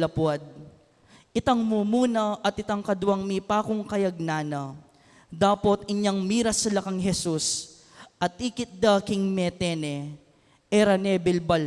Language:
Pampanga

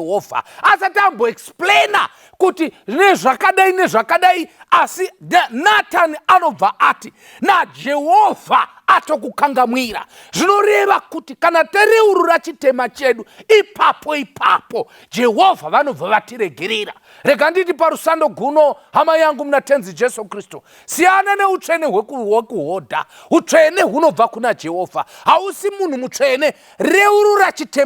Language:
Shona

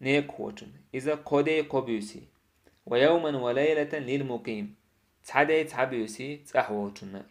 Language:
Chechen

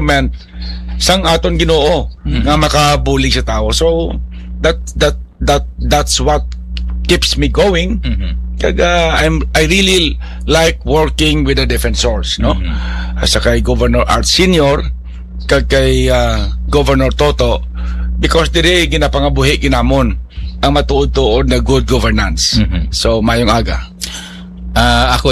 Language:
Hiligaynon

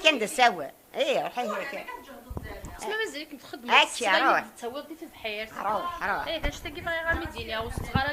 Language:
Kabyle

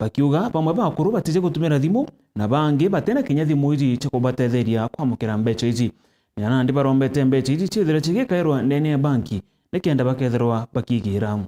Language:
Meru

